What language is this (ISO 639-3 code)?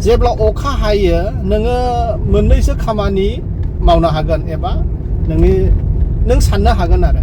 brx